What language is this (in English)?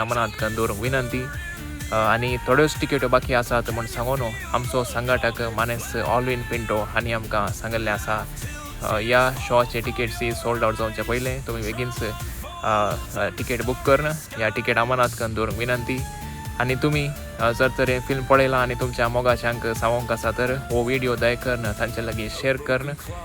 Konkani